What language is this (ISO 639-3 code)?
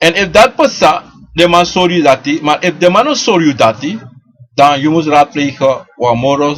srn